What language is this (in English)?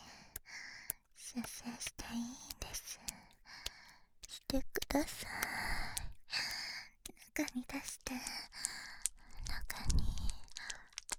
Japanese